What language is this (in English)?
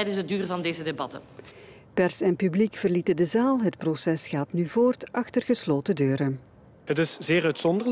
Dutch